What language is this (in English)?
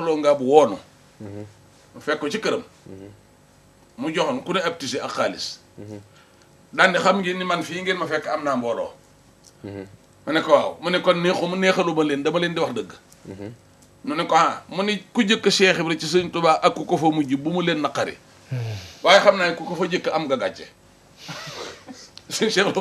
Wolof